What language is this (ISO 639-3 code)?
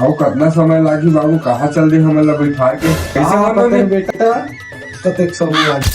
hne